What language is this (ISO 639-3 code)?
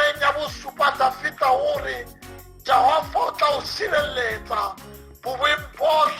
sot